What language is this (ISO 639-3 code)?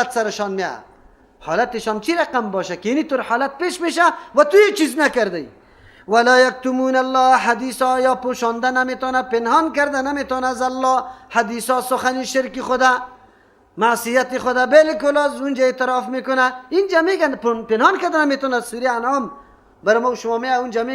fas